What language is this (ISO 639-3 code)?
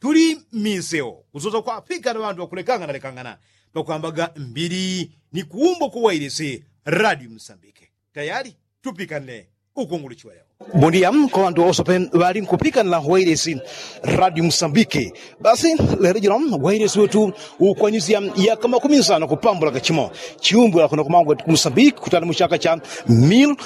yao